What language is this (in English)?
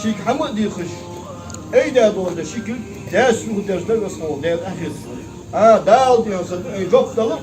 Ingush